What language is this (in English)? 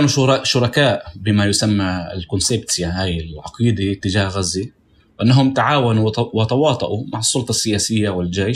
North Levantine Arabic